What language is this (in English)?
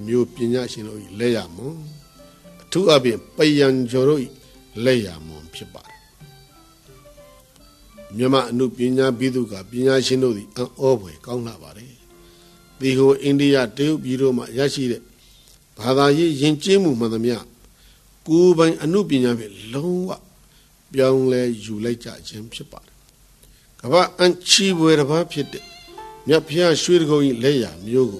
Burmese